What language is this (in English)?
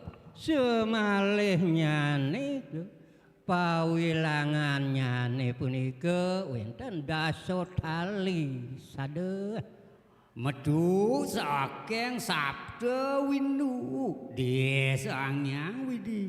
Balinese